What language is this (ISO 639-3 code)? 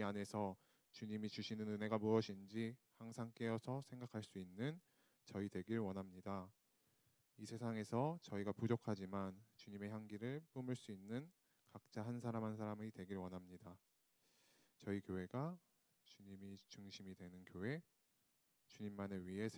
kor